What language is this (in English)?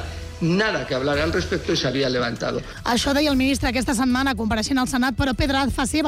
Catalan